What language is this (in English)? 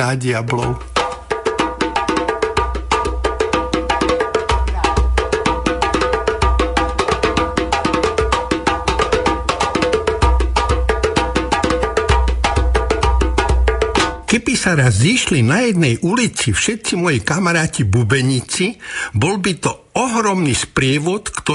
Slovak